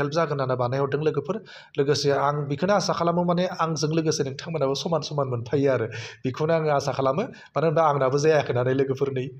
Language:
Bodo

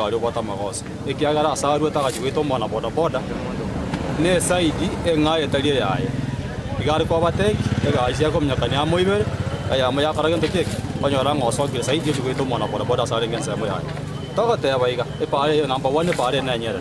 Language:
Gusii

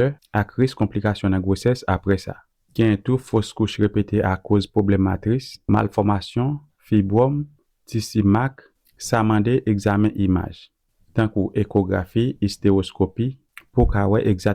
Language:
Haitian Creole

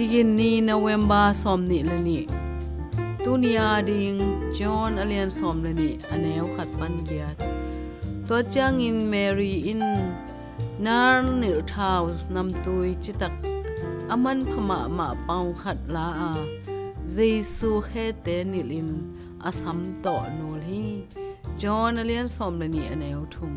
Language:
Tedim Chin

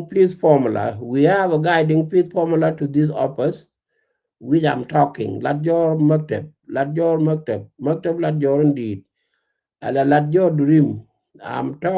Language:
Nuer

